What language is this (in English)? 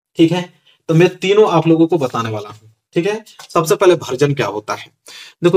Hindi